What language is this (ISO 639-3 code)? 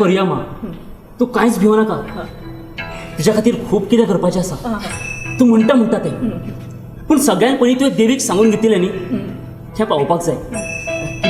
kok